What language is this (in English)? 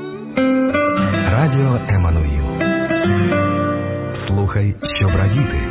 Ukrainian